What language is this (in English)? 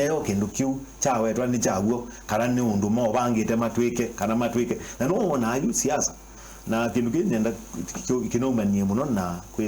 Kamba